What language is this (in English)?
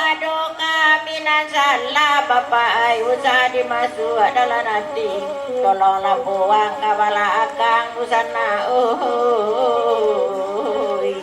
Minangkabau